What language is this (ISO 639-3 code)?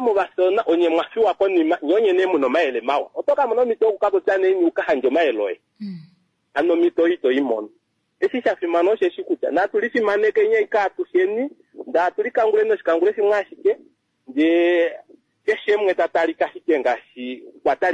kua